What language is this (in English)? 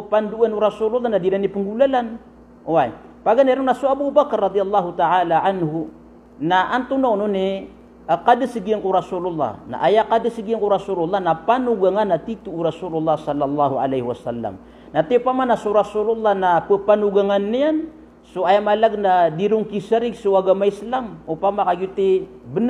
Maranao